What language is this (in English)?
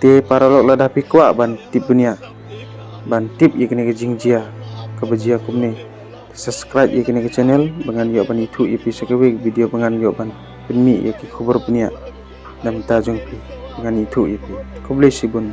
Khasi